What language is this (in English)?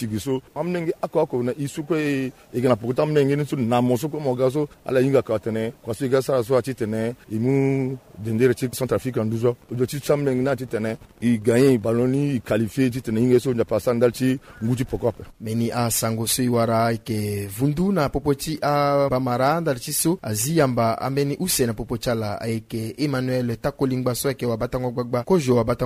Sango